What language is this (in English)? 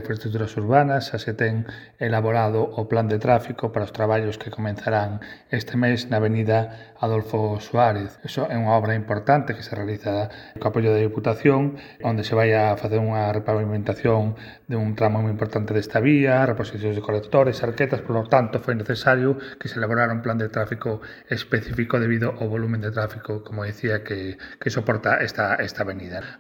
Galician